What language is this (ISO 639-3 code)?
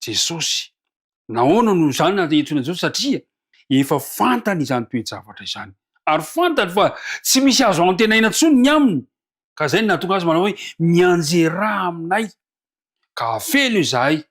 mlg